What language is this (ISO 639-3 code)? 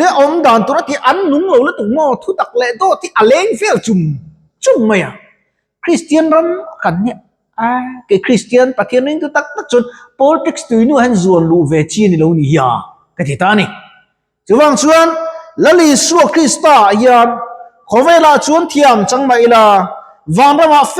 lus